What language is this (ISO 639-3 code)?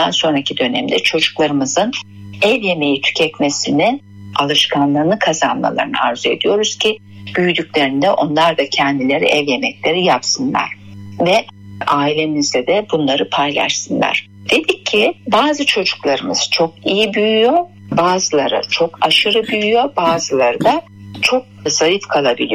tur